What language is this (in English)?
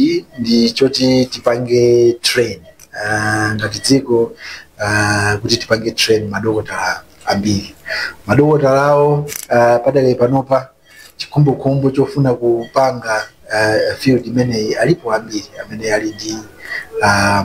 Nyanja